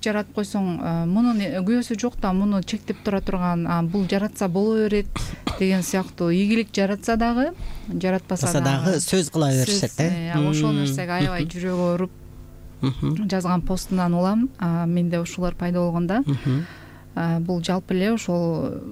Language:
Kyrgyz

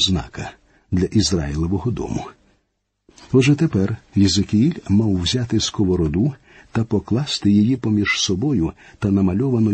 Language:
Ukrainian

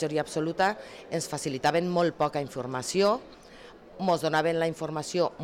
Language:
Catalan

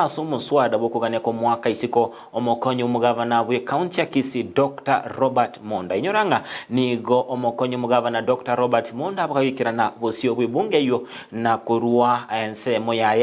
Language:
Gusii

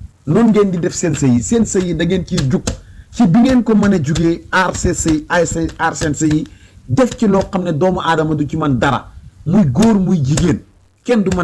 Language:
Wolof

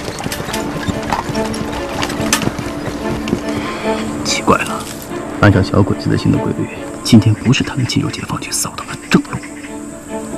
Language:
Chinese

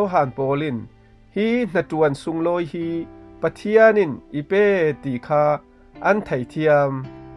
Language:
Falam Chin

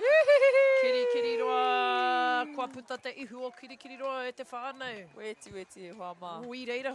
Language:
Māori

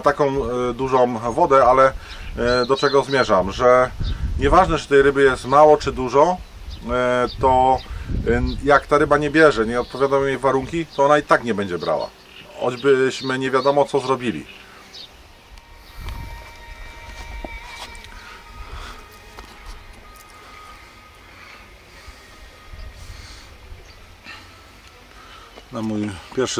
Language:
Polish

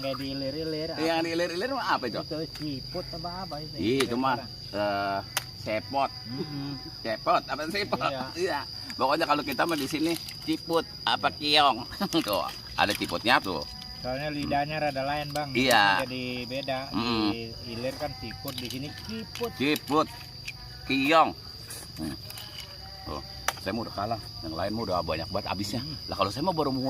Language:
Betawi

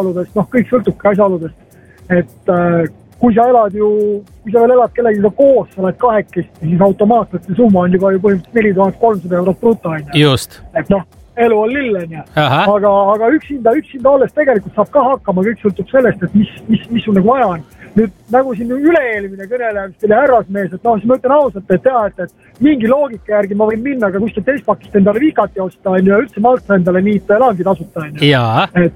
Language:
Estonian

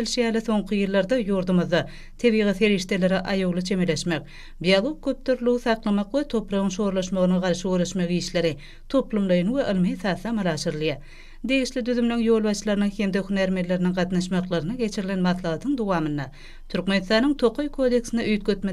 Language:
Turkmen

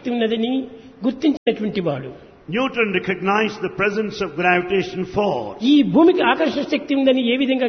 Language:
Telugu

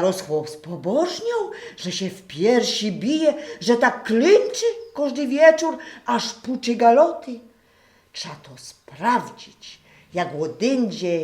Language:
Silesian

